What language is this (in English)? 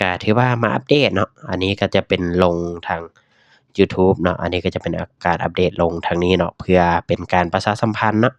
Lao